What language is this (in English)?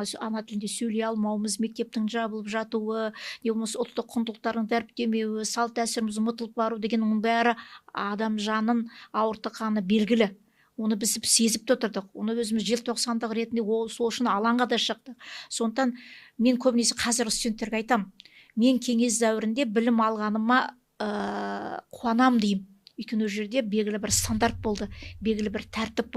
Kazakh